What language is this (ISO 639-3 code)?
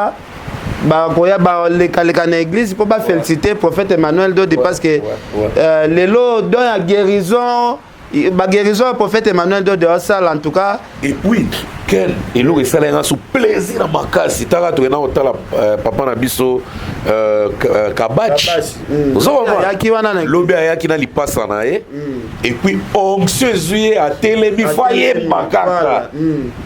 lin